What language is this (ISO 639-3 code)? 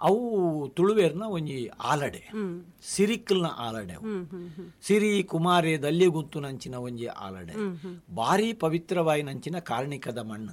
tcy